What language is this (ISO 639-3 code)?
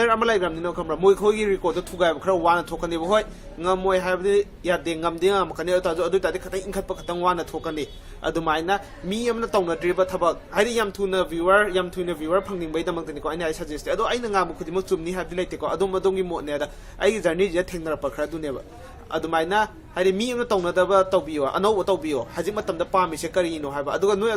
mni